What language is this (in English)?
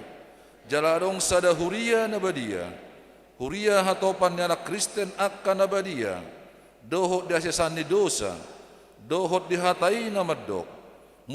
Batak Toba